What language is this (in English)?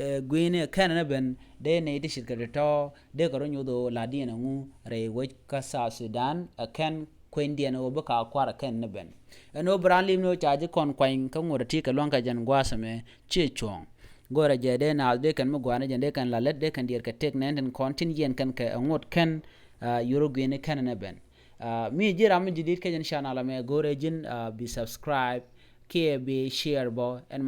Nuer